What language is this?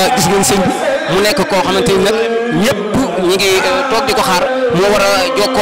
Wolof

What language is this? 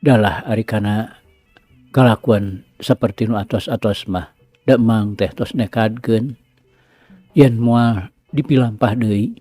Sundanese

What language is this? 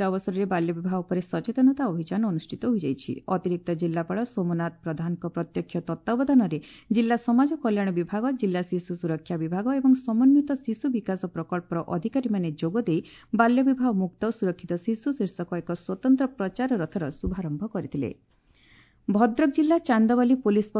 Odia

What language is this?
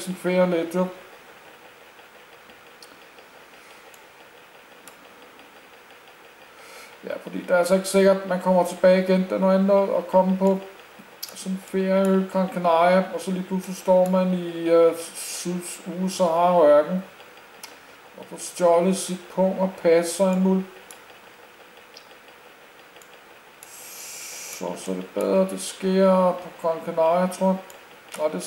Danish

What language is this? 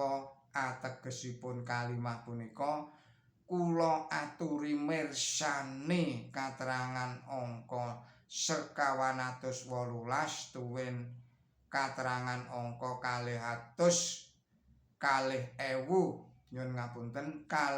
Javanese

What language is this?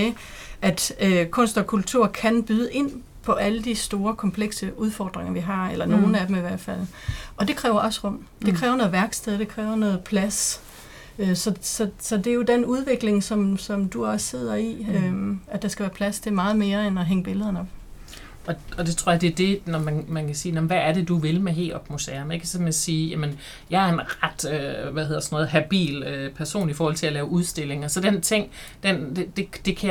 Danish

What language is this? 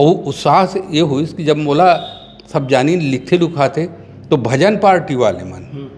Chhattisgarhi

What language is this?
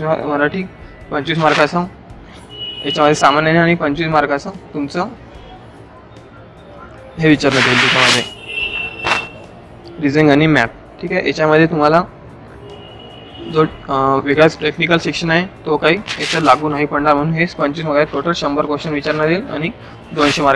Marathi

